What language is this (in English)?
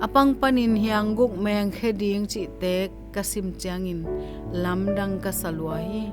Tedim Chin